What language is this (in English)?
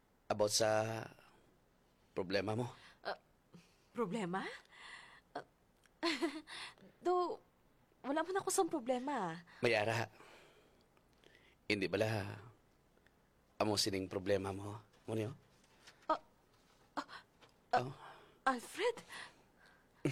Hiligaynon